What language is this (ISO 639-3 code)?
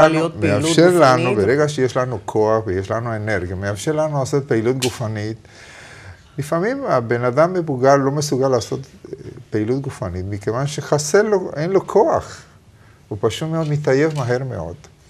heb